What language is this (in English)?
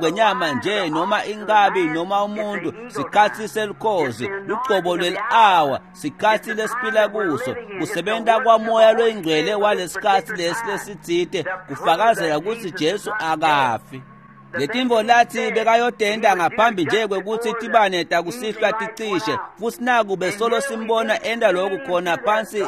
Swati